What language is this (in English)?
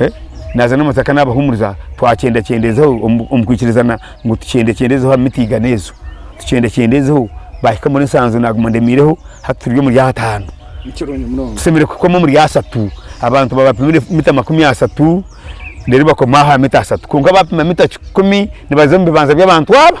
Nyankole